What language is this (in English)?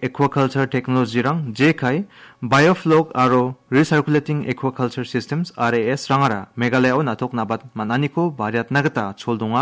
Garo